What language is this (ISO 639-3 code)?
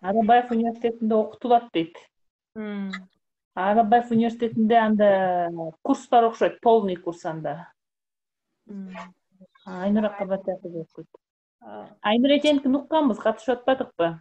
kir